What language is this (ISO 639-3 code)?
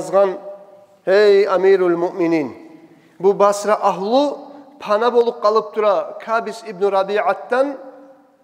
kum